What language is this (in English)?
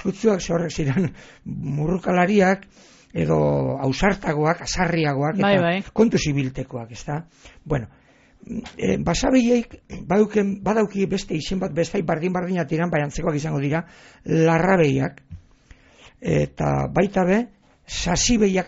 Basque